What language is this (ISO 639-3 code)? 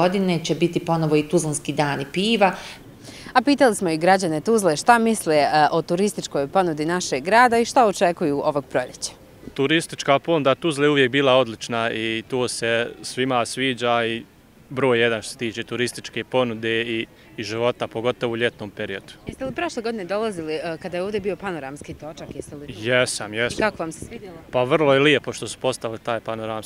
bos